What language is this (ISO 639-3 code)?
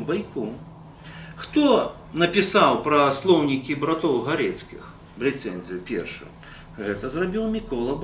bel